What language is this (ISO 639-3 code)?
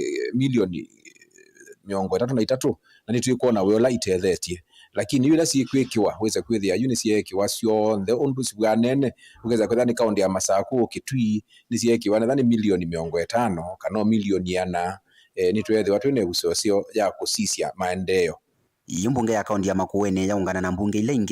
kam